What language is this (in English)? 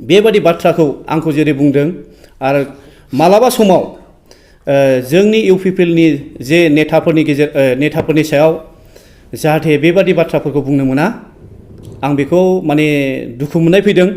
Bodo